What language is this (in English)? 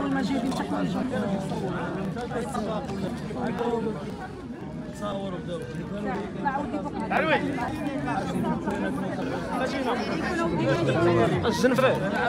Moroccan Arabic